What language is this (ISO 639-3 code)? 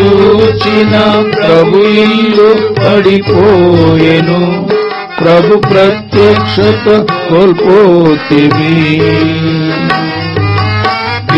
tel